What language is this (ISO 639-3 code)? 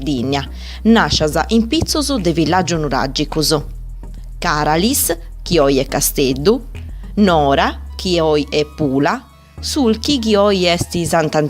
srd